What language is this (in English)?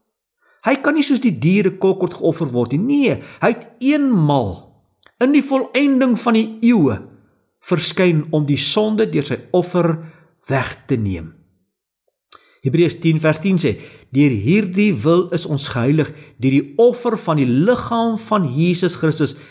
Afrikaans